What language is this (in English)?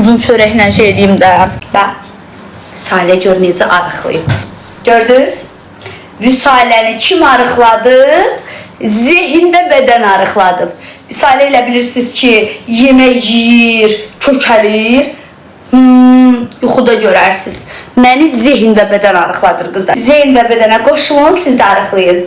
Azerbaijani